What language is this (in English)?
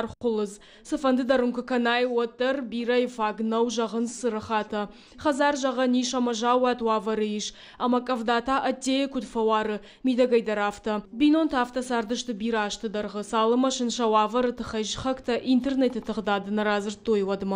Ossetic